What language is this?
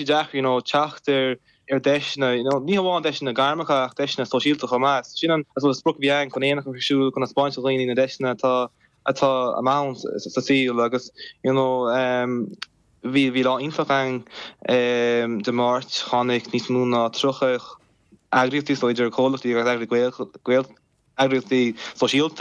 Irish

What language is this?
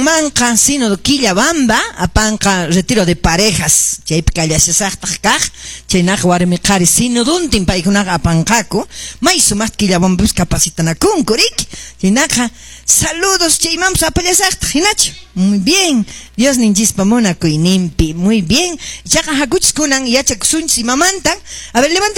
Quechua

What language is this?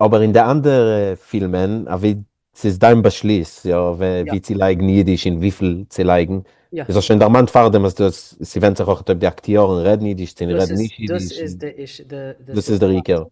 Yiddish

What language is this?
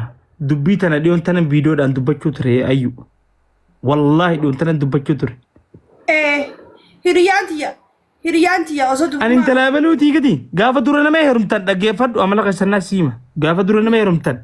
Oromo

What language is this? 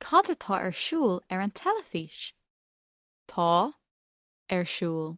Irish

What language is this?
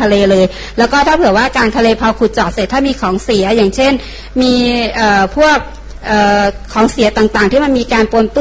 Thai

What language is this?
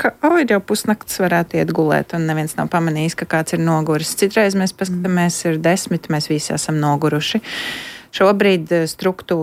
Latvian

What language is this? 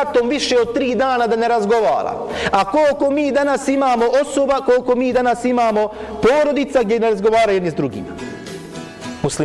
Bosnian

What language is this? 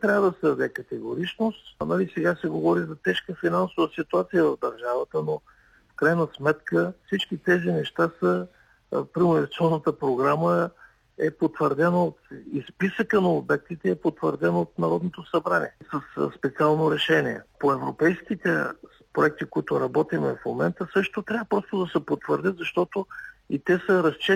Bulgarian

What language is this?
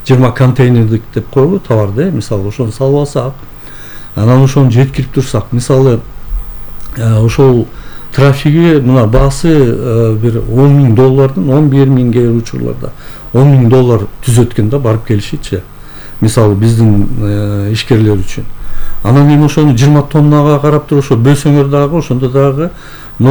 Kyrgyz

